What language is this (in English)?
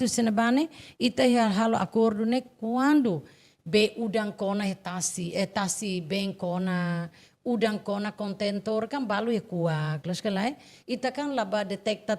Tetum